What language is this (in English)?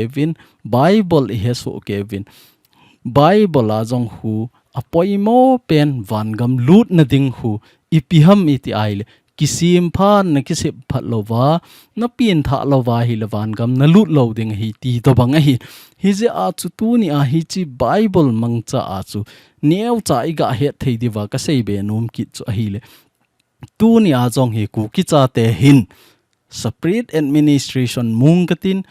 Thado Chin